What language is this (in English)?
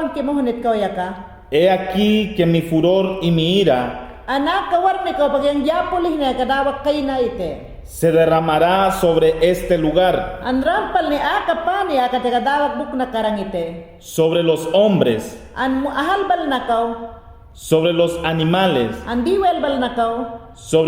Mayangna